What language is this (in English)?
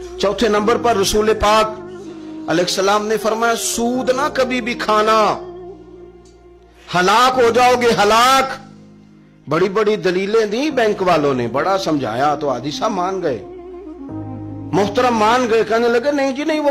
Urdu